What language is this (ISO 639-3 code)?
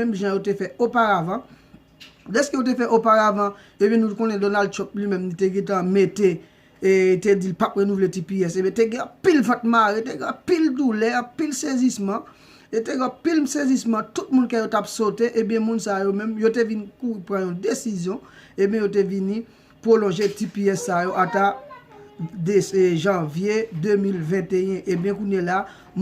hat